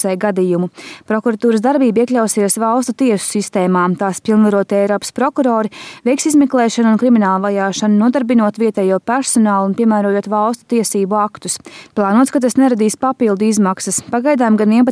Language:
Latvian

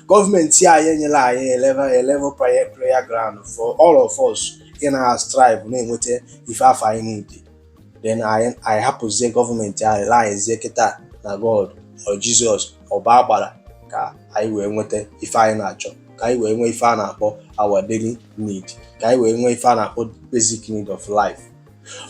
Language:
Igbo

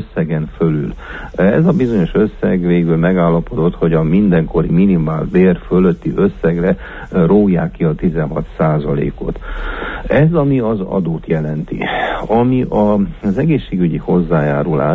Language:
Hungarian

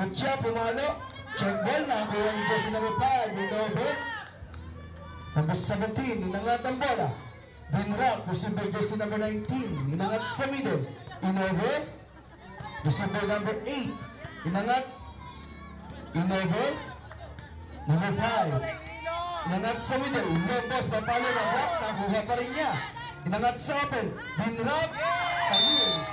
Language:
Filipino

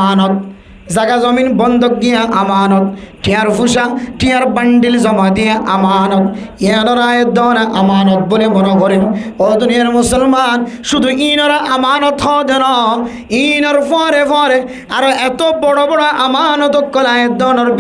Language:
Rohingya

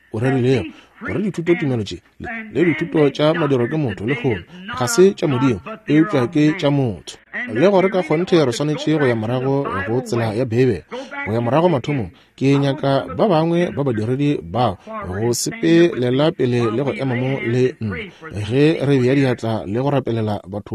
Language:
Northern Sotho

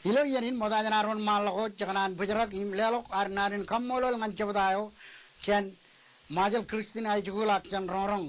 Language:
Marshallese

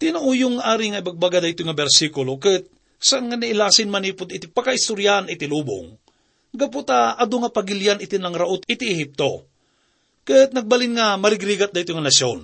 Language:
Iloko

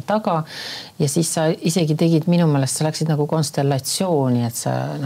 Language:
Estonian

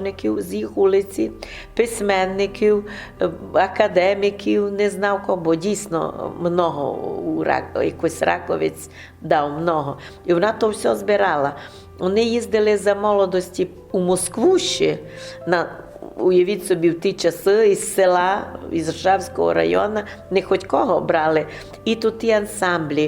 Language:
Rusyn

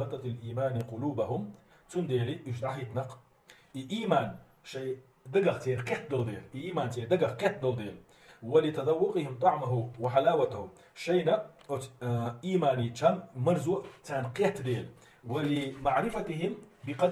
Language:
Chechen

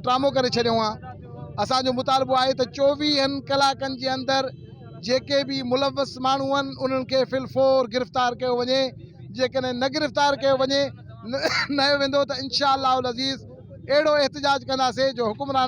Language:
Sindhi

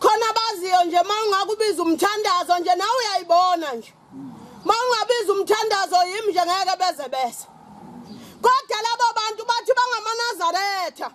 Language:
Zulu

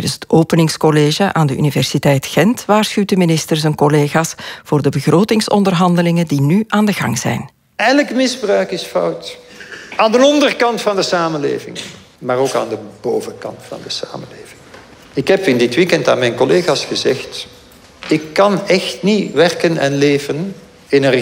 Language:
Dutch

